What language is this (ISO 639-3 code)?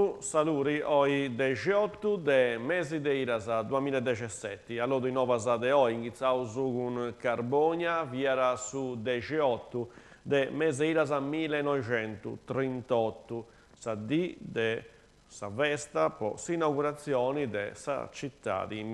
srd